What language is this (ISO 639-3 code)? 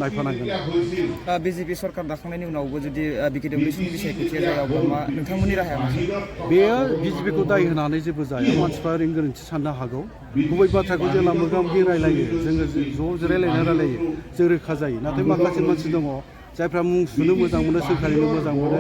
brx